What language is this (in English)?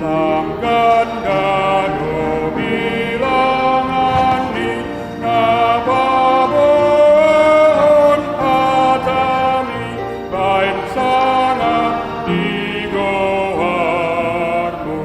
Batak Toba